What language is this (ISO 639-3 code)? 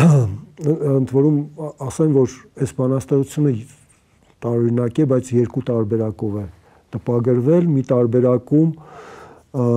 hye